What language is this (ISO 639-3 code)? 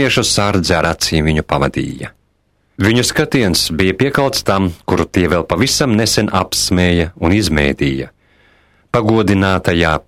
lav